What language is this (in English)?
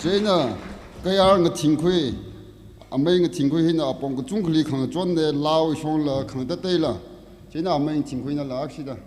Tangkhul Naga (India)